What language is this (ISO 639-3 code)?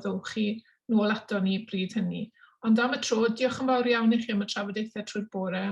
cym